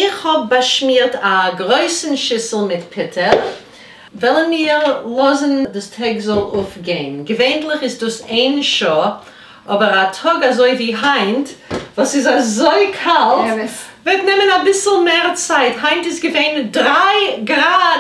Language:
Yiddish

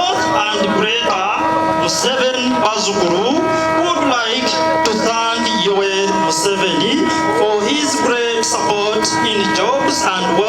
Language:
Nyankole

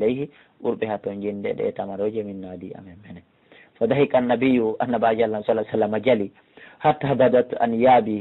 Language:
Fula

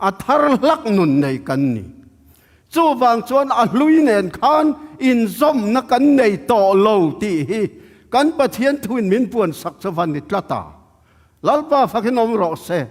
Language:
Tedim Chin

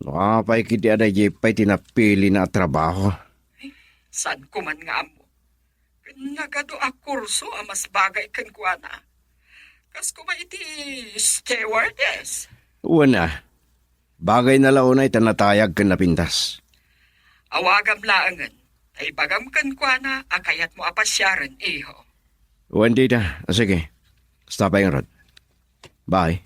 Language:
Iloko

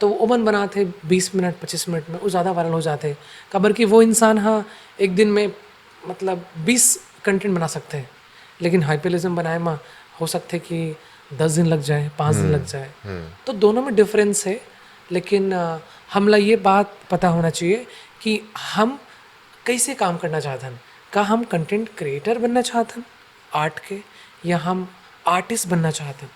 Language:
Chhattisgarhi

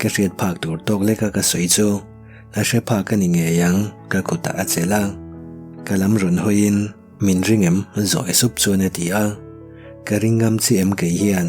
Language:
Mizo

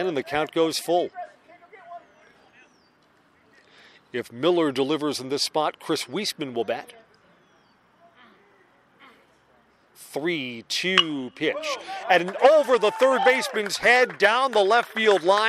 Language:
English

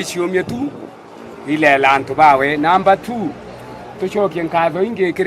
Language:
Meru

